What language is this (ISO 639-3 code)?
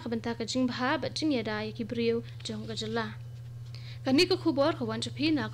kha